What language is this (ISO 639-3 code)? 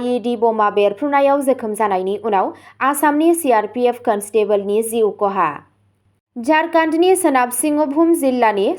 brx